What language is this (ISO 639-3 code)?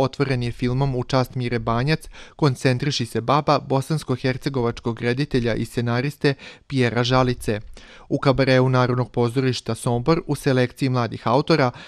srp